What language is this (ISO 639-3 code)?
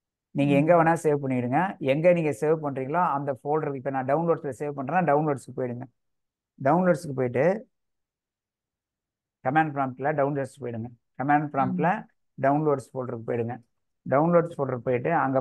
tam